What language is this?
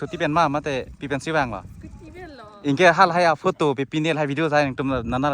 Karbi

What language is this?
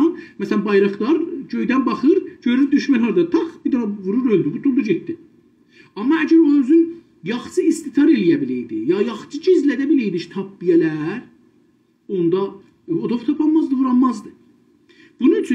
South Azerbaijani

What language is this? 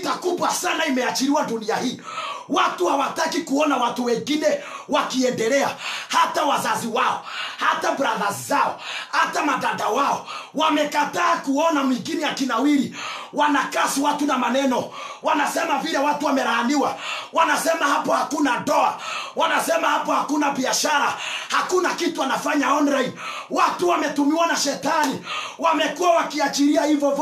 Swahili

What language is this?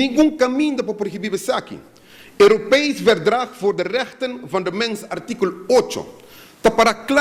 Papiamento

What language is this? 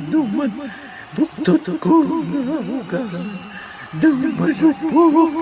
Hiligaynon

